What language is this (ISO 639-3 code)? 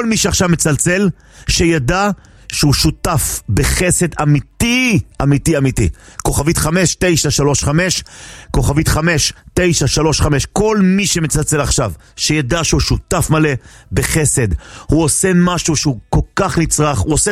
heb